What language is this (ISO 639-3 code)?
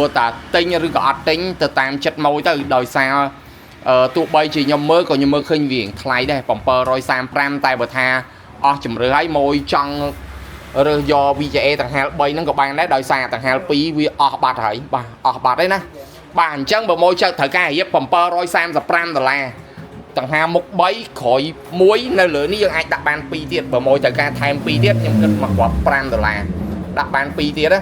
khm